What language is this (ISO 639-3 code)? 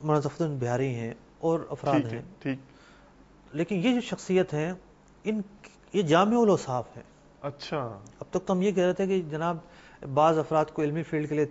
urd